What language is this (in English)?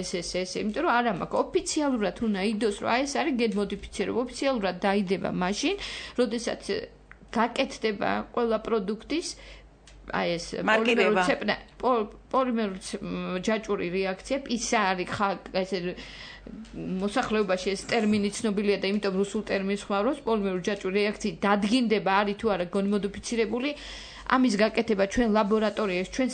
Georgian